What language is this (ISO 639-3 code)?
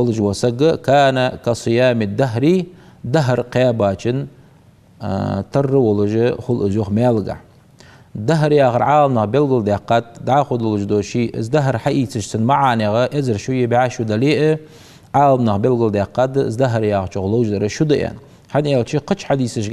inh